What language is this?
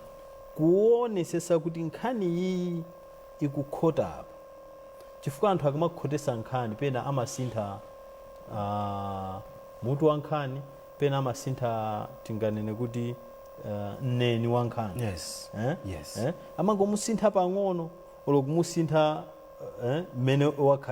Nyanja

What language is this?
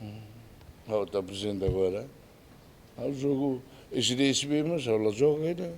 Tetum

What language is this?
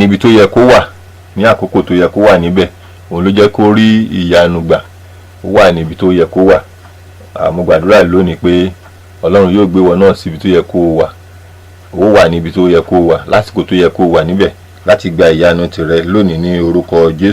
Yoruba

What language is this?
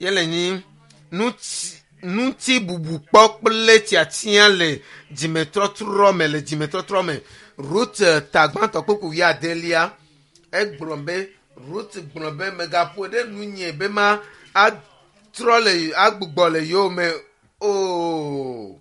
Ewe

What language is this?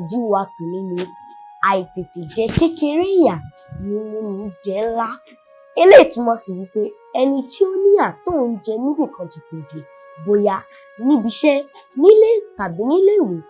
Yoruba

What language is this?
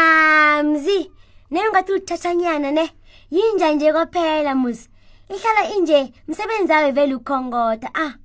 South Ndebele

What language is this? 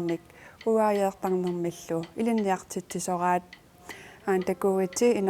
Kalaallisut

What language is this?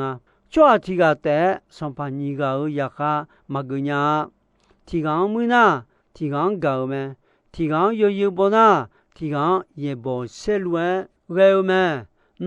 Akha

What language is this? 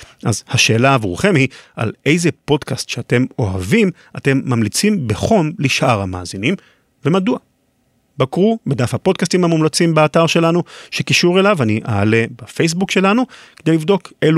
Hebrew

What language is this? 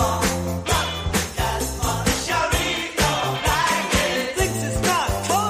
Basque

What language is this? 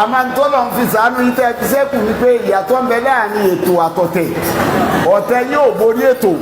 Yoruba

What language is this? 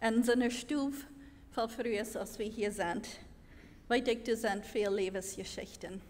Plautdietsch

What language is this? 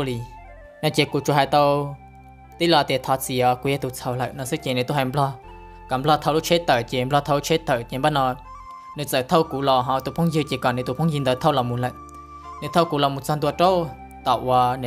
Vietnamese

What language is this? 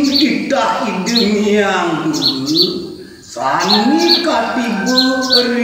Balinese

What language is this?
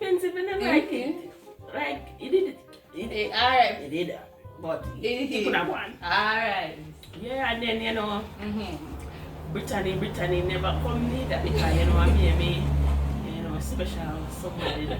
Jamaican Creole English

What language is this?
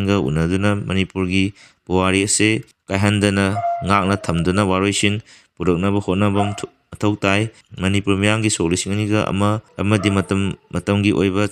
Manipuri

